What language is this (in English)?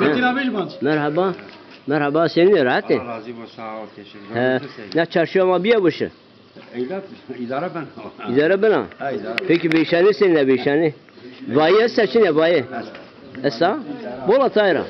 Zaza